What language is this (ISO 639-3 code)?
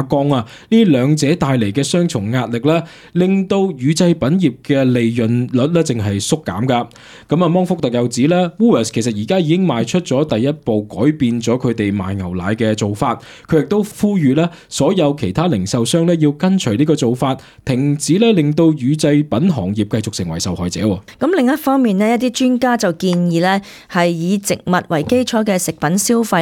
yue